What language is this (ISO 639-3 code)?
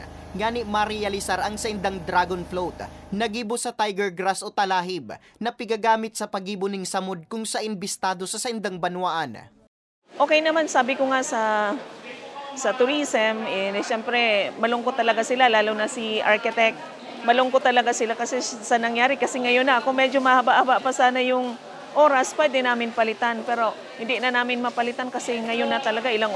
bik